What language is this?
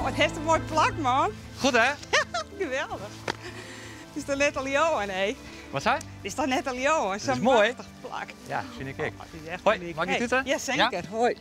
Western Frisian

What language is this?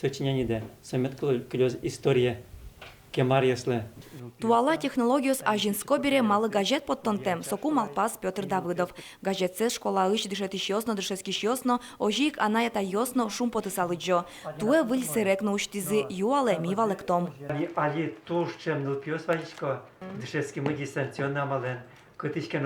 Udmurt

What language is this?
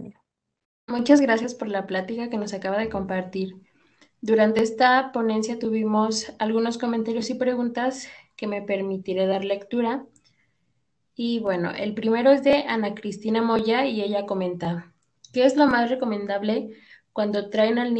Spanish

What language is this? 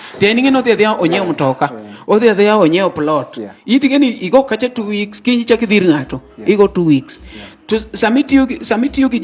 Luo (Kenya and Tanzania)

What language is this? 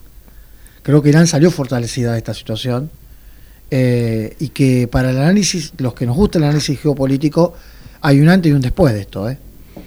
Spanish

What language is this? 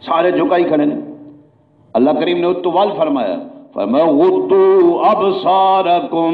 Saraiki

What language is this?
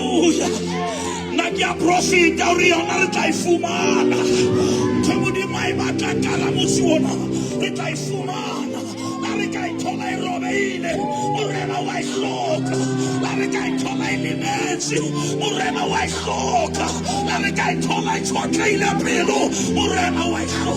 Southern Sotho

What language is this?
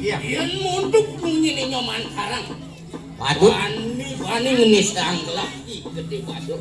Balinese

